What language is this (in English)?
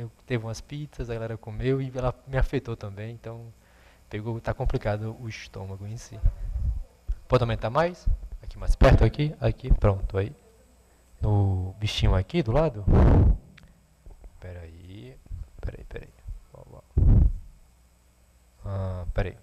Portuguese